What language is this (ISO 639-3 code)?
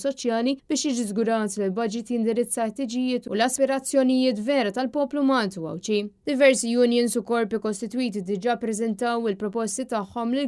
mlt